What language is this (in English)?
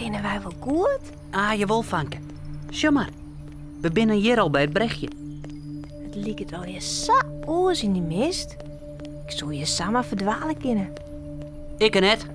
Western Frisian